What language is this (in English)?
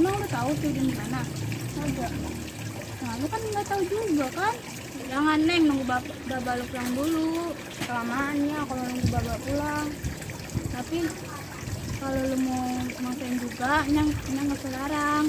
Betawi